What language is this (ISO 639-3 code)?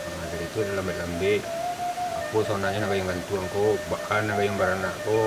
min